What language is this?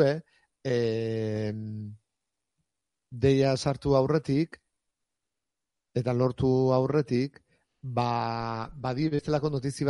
Basque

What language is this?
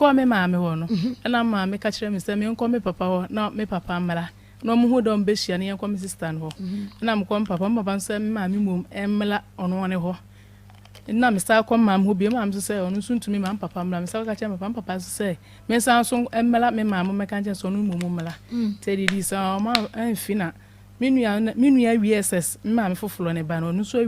Akan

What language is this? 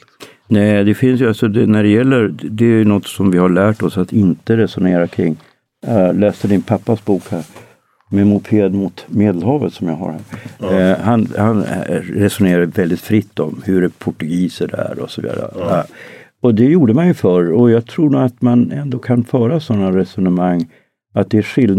Swedish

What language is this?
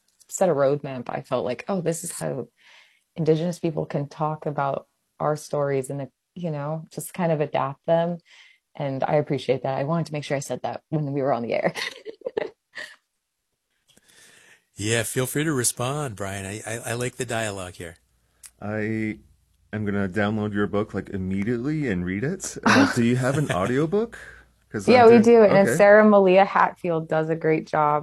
English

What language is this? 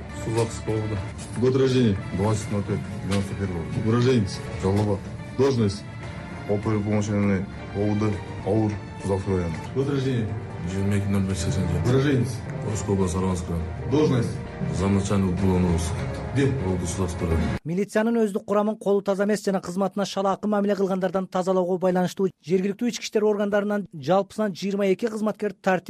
Kyrgyz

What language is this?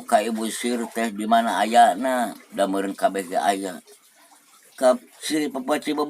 Sundanese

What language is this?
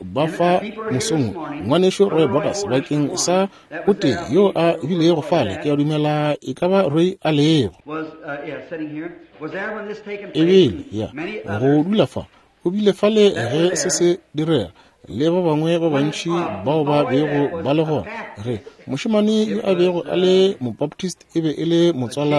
Northern Sotho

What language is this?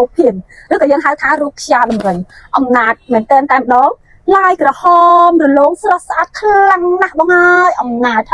Khmer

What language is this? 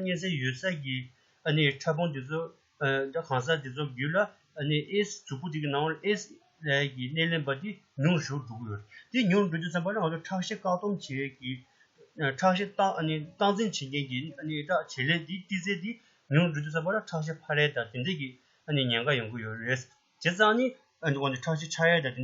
Tibetan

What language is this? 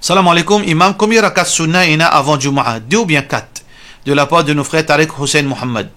Morisyen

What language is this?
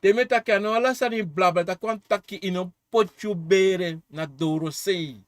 Sranan Tongo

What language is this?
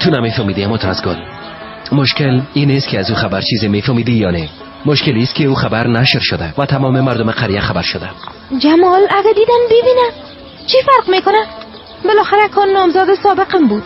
Persian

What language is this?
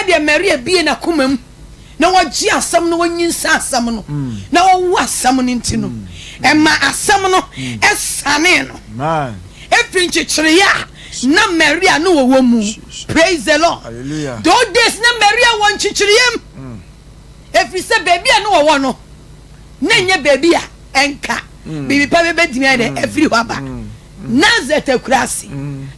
Akan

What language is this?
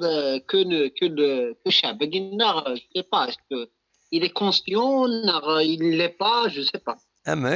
Kabyle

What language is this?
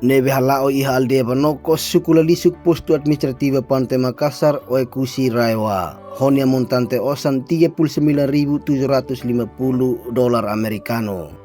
Tetum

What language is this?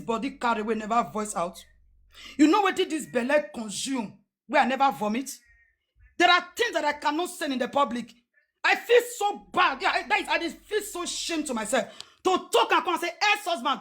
Nigerian Pidgin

